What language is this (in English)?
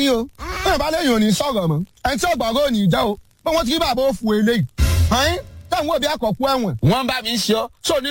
Yoruba